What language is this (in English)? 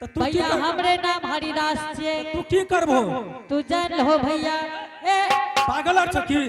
Angika